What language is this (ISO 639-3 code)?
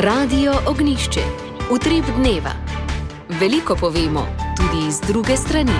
slv